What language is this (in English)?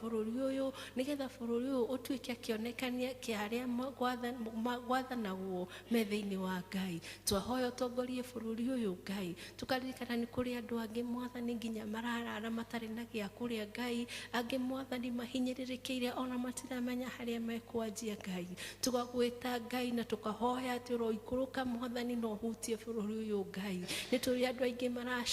Kikuyu